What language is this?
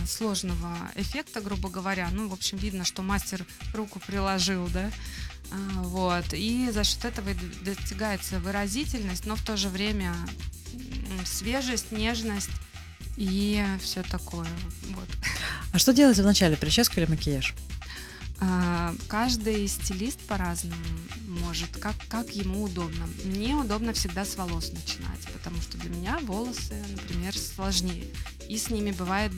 Russian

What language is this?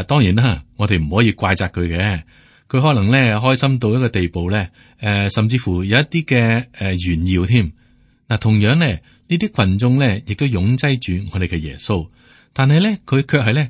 Cantonese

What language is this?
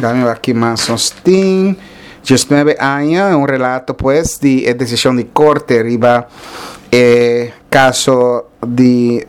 Papiamento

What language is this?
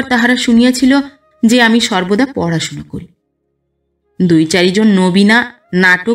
Bangla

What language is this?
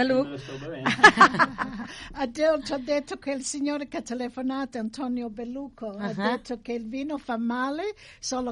Italian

